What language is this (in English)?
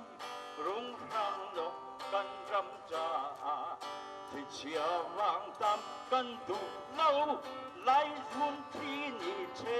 Hakha Chin